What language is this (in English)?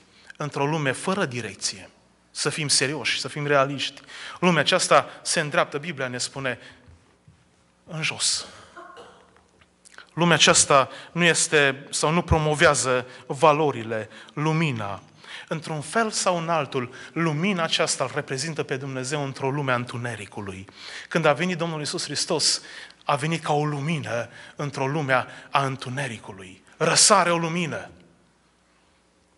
Romanian